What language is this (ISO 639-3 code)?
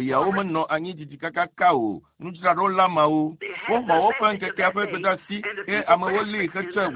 ewe